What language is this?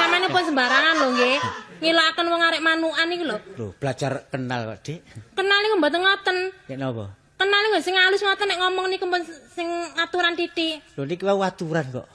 Javanese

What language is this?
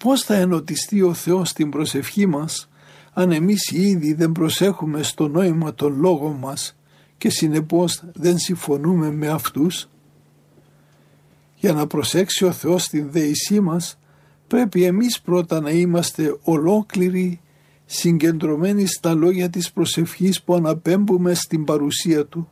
Greek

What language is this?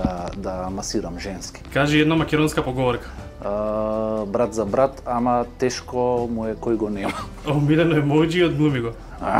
Macedonian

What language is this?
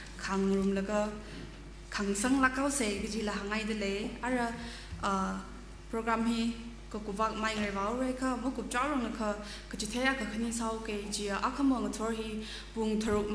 Tangkhul Naga (India)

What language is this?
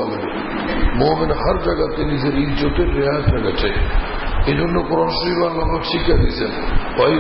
Bangla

